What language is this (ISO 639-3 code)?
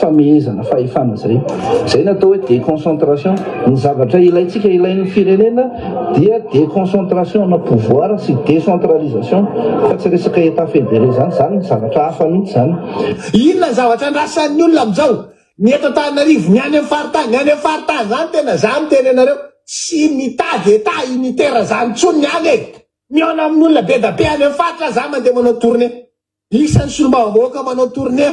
mlg